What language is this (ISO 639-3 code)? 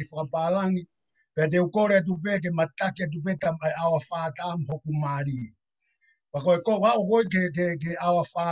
ton